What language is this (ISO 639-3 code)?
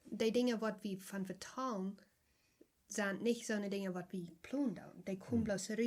pdt